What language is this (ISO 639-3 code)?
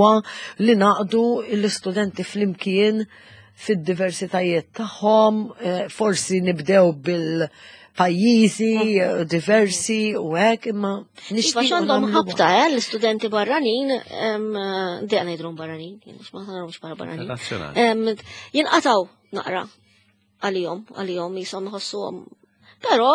mlt